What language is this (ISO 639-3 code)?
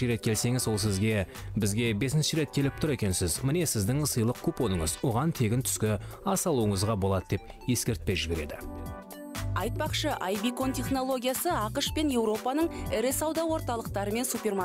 kaz